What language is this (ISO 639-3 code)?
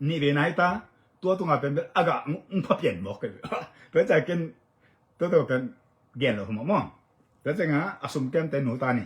ctd